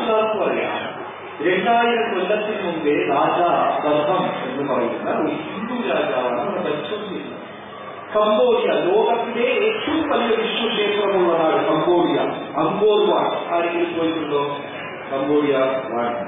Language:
Malayalam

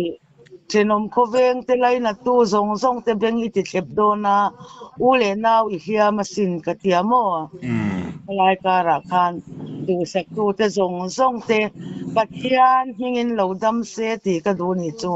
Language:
Mizo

